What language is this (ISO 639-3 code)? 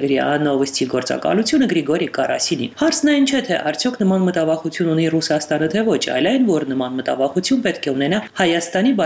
hye